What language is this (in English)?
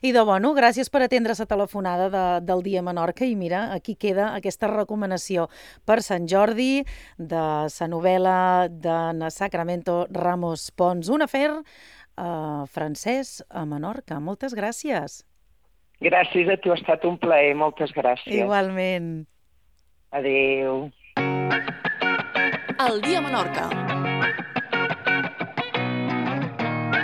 Catalan